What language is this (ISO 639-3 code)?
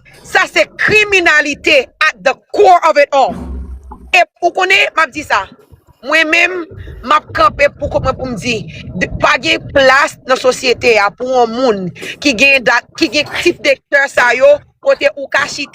hat